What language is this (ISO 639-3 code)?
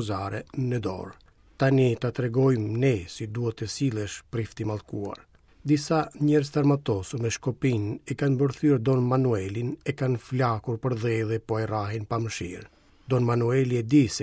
sqi